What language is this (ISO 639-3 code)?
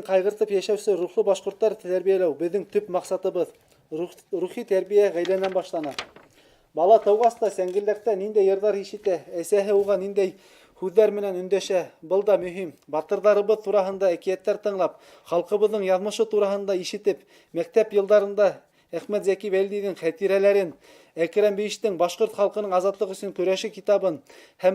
bak